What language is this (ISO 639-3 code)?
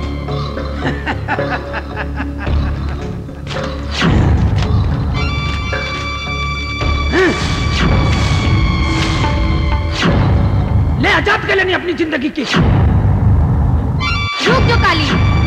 bho